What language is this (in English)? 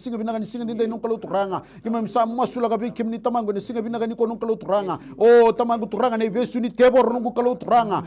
Fijian